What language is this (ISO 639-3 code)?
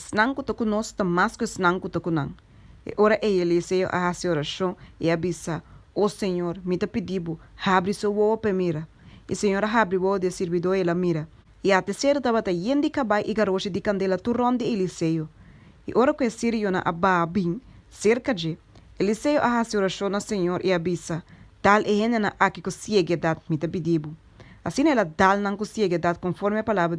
pap